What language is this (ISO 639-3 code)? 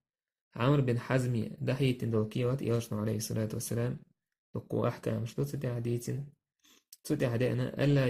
che